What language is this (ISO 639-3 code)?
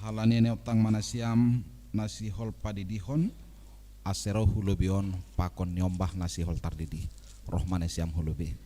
bts